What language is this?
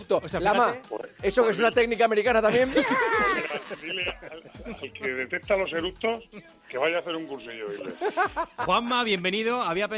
Spanish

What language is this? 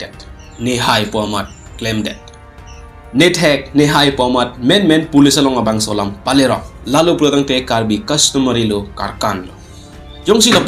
Karbi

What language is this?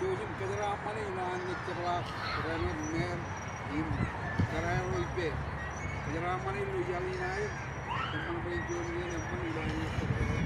Marshallese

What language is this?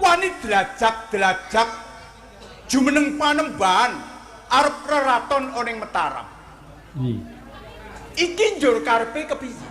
Javanese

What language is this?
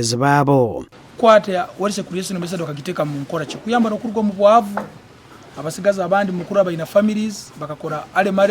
Nyankole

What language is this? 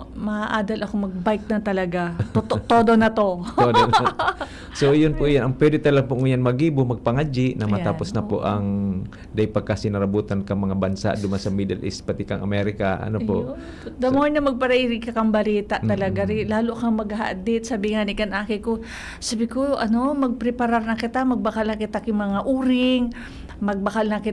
Bikol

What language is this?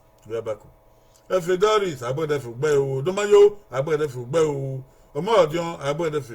Bini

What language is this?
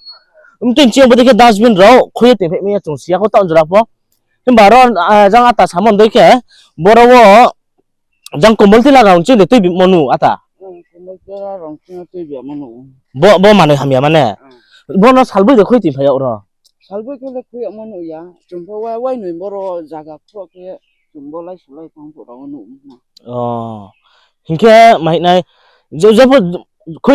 Riang (India)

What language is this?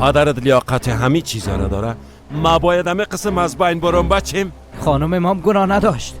Persian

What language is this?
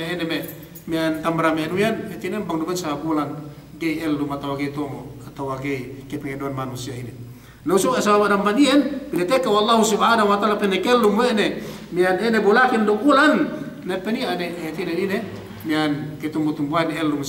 Yakan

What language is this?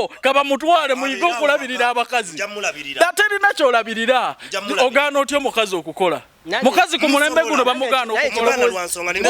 Ganda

